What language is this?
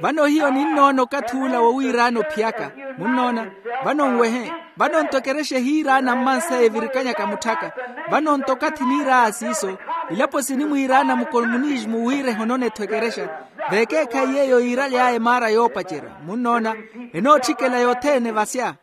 Makhuwa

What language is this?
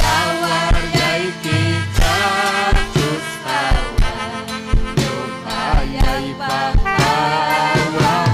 Ayacucho Quechua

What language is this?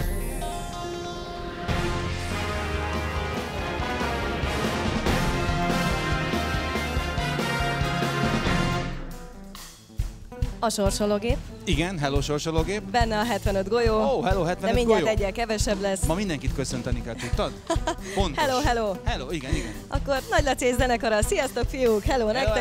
Hungarian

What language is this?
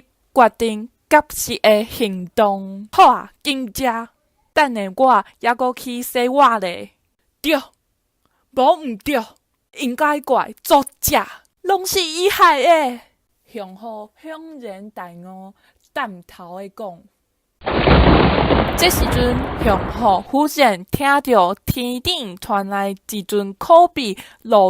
Min Nan Chinese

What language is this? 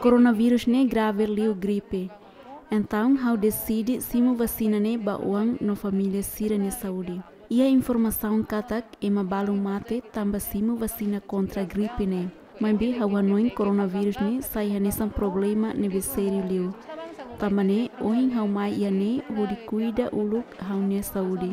Tetum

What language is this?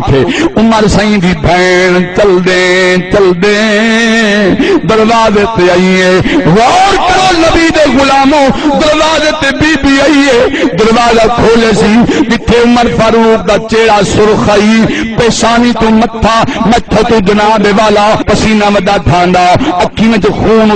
Saraiki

